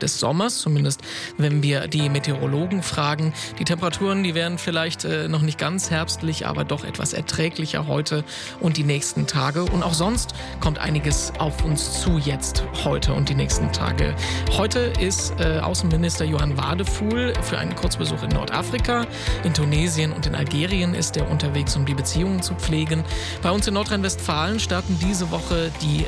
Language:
German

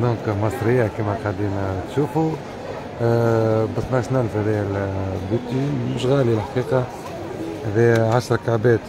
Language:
Tunisian Arabic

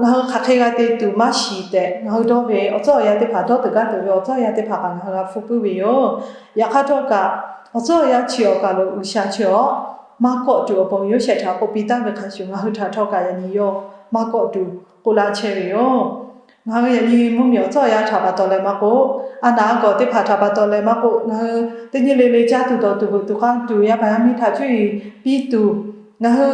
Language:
Lahu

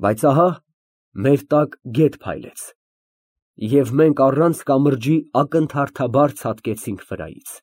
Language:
Armenian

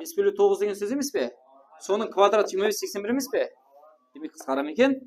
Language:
Kara-Kalpak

